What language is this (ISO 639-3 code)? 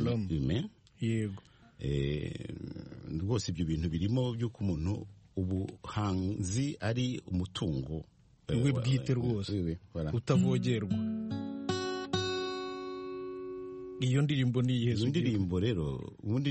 kin